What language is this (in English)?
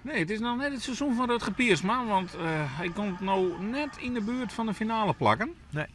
Western Frisian